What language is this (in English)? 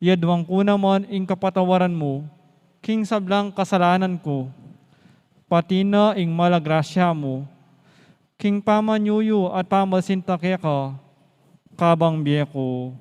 Pampanga